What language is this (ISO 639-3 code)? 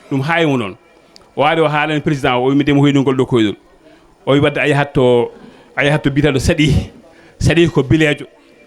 ful